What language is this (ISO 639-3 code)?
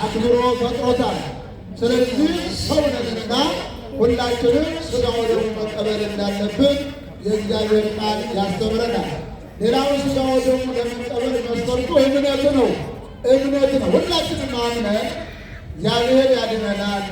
amh